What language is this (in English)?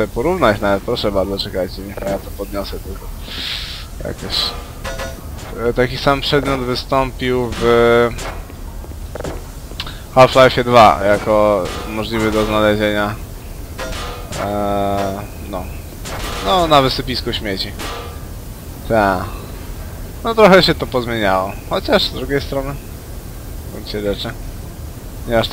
Polish